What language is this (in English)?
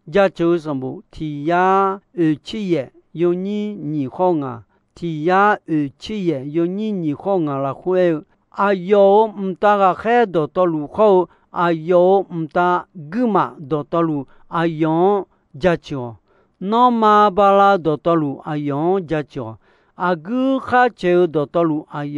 Akha